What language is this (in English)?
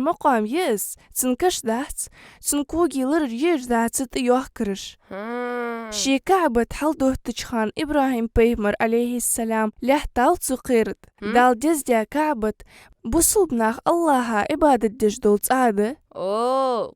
Ingush